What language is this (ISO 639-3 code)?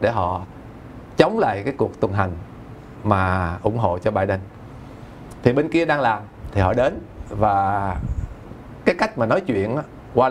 vie